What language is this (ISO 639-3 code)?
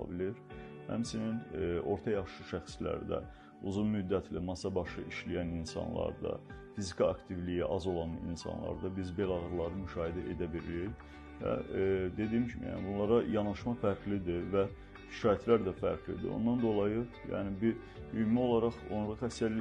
aze